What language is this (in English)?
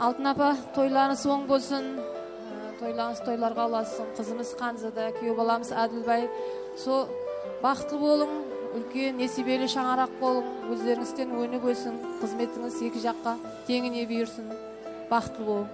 Kara-Kalpak